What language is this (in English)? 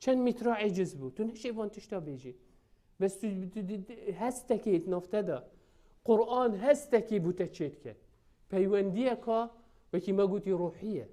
Kurdish